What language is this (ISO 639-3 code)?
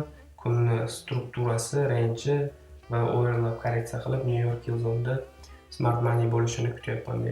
uzb